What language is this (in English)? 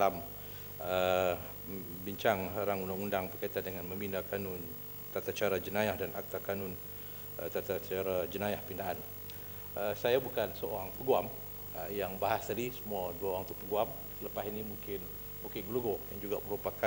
Malay